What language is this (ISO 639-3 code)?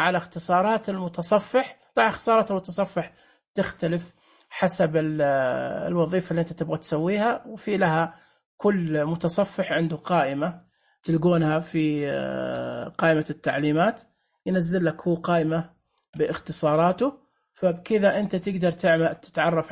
ars